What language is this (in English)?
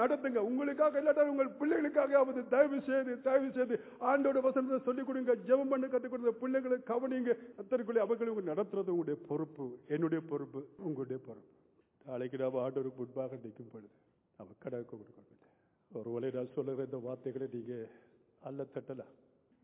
Tamil